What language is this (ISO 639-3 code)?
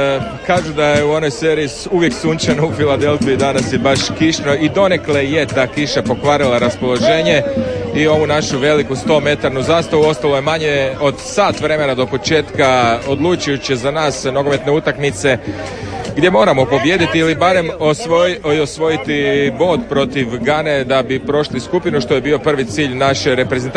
hrv